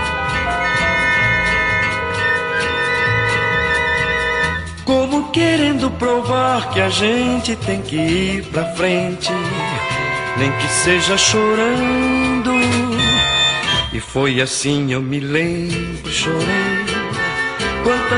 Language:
Portuguese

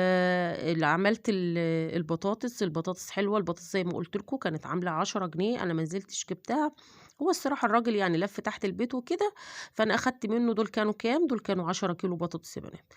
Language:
Egyptian Arabic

